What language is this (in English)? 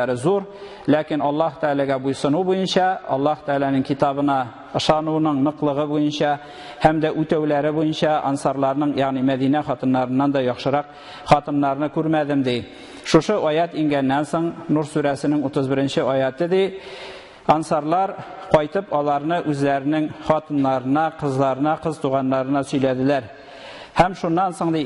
Tatar